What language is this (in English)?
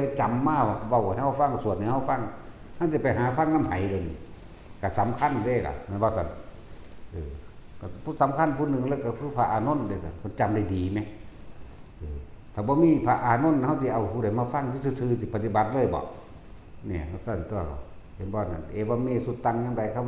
Northeastern Thai